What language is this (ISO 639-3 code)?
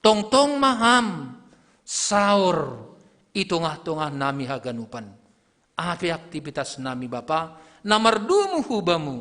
bts